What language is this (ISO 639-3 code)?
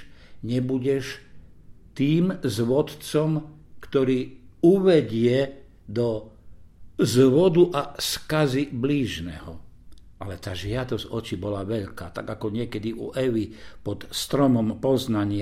slk